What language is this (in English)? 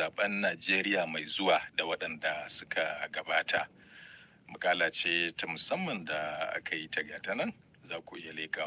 Hausa